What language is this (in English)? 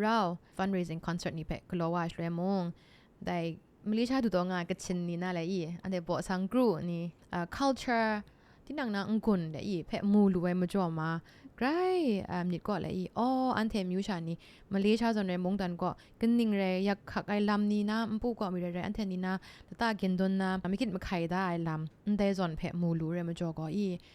Kachin